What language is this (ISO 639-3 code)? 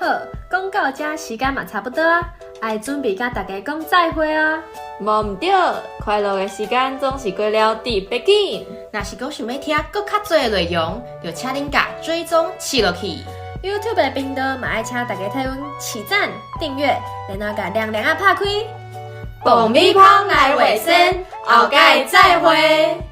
nan